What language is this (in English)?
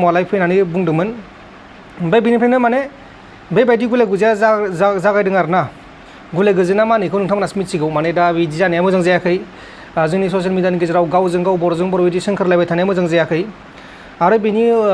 Bodo